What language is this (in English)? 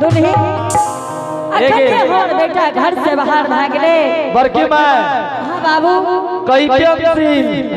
Angika